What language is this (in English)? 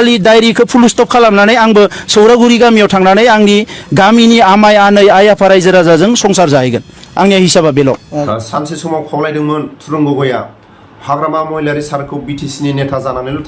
Bodo